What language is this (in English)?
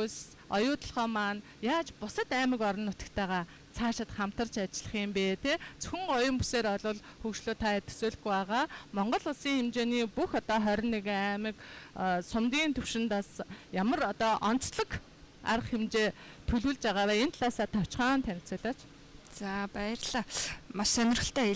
Mongolian